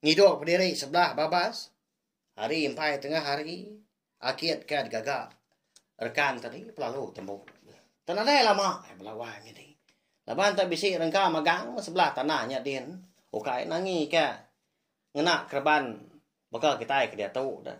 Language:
Iban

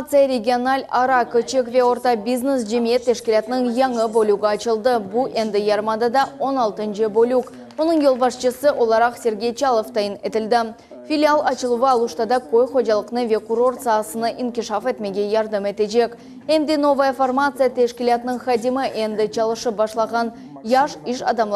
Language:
Crimean Tatar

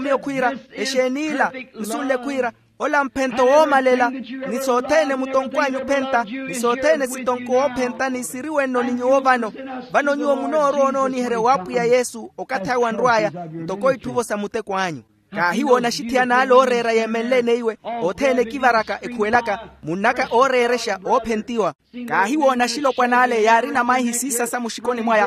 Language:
Makhuwa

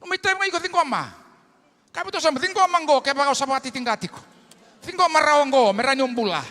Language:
Fijian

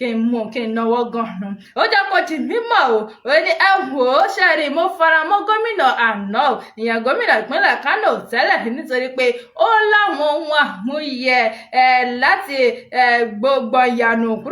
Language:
Yoruba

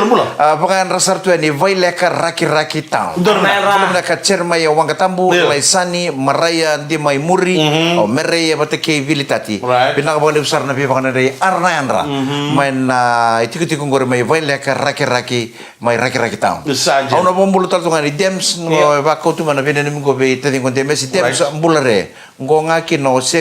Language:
Fijian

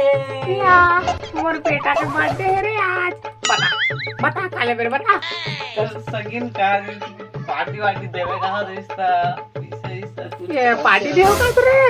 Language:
Chhattisgarhi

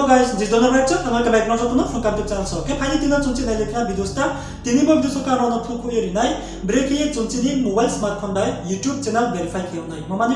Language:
Riang (India)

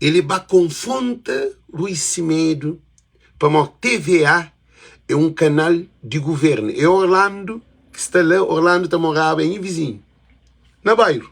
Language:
Kabuverdianu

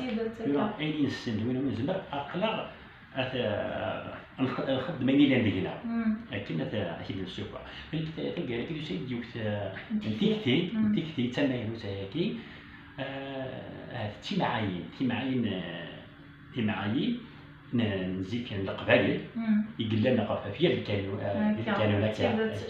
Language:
Kabyle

